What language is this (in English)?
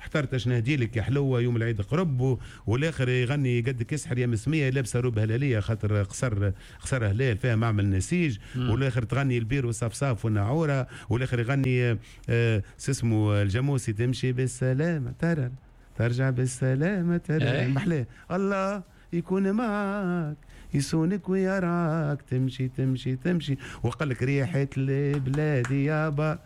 Tunisian Arabic